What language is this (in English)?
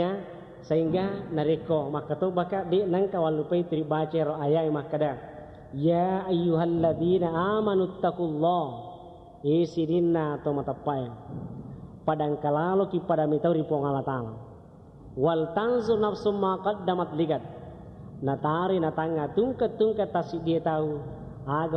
Buginese